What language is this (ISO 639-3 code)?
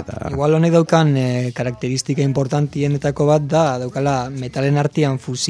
eus